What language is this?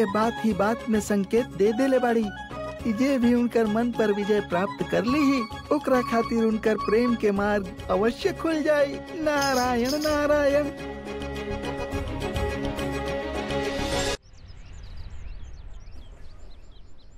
Bhojpuri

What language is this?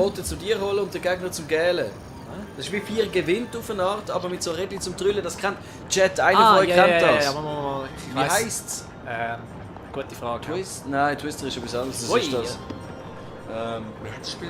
Swiss German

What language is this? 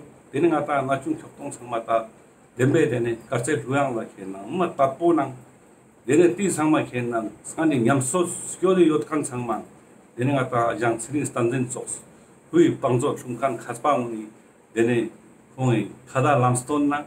Ladakhi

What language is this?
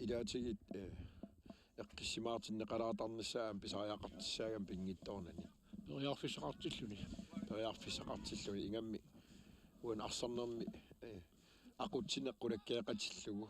Kalaallisut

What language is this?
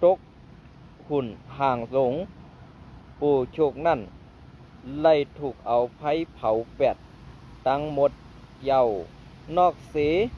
Shan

